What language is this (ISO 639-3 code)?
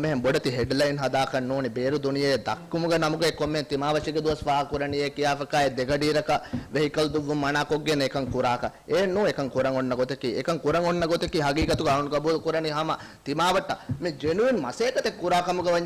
div